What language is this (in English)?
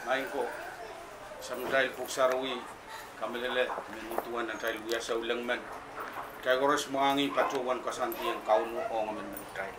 Pohnpeian